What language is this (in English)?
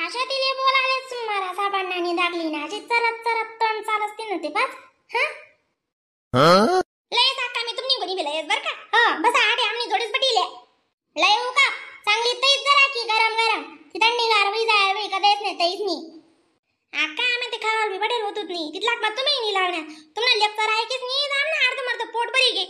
Khandesi